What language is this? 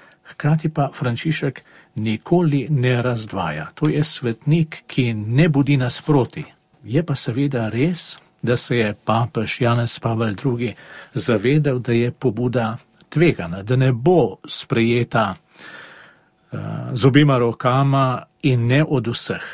Slovenian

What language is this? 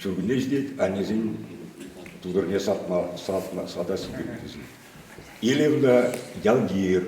Chuvash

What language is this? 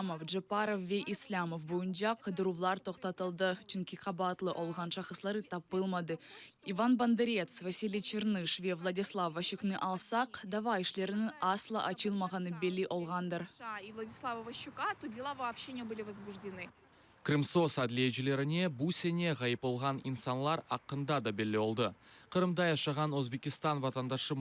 Crimean Tatar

